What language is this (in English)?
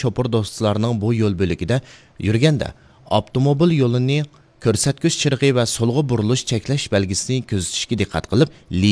Uyghur